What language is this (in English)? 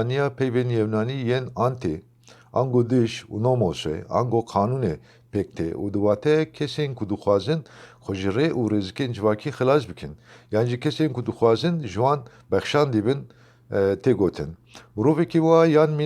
Kurdish